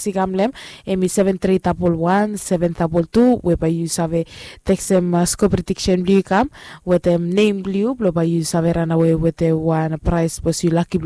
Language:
Bislama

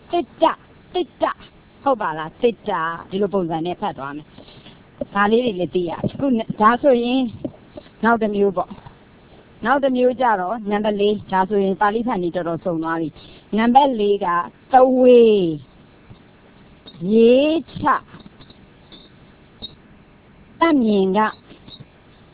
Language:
Burmese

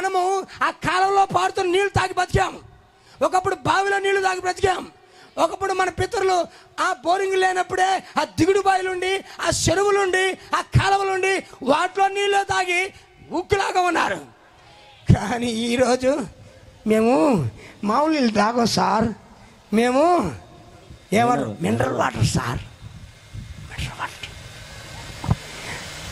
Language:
Telugu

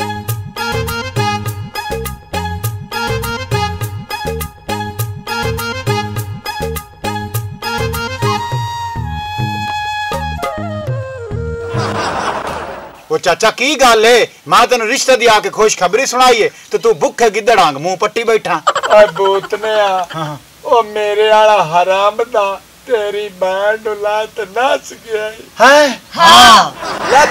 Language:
Punjabi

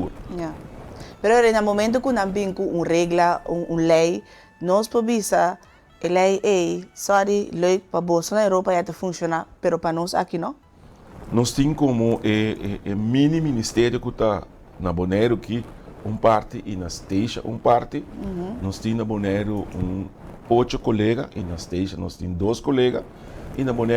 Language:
Papiamento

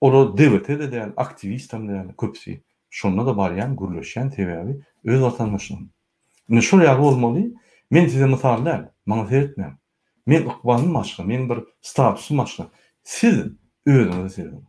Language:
Turkmen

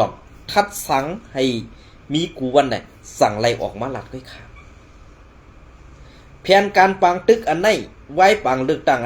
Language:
Shan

